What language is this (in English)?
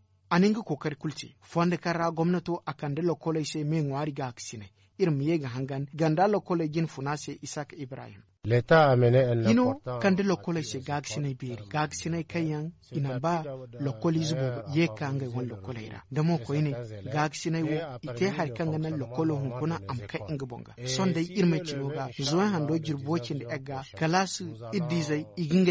Zarma